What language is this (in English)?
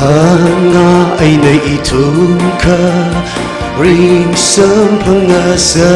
Tangkhul Naga (India)